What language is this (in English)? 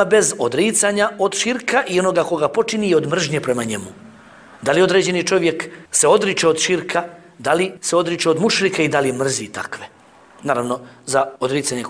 Bosnian